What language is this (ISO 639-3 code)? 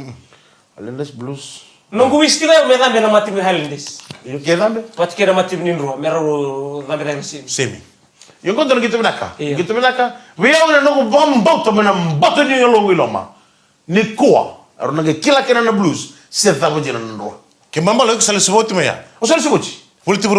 fij